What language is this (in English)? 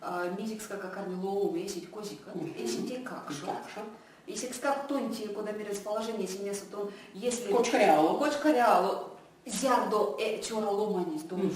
Erzya